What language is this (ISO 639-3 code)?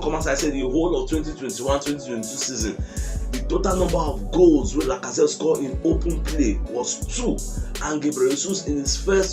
pcm